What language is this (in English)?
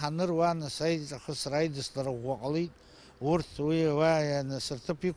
Abkhazian